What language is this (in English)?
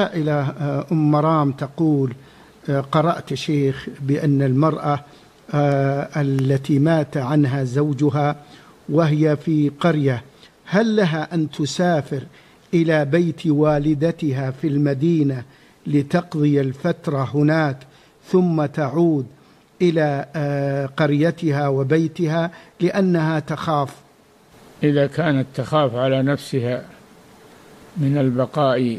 Arabic